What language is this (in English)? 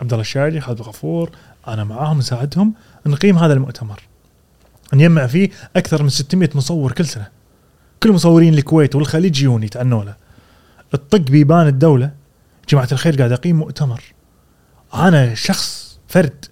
Gulf Arabic